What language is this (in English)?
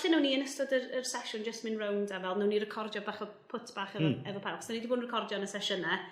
Welsh